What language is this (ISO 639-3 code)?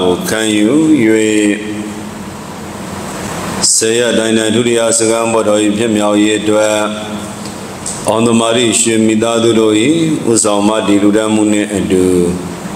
mya